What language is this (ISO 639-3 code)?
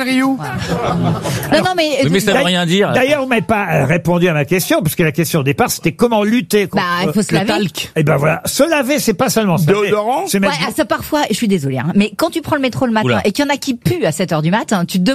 fra